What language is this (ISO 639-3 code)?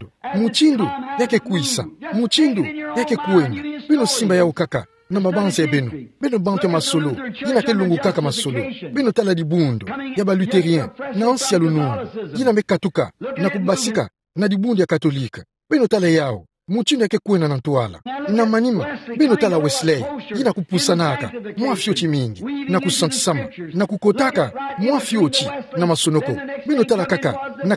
ktu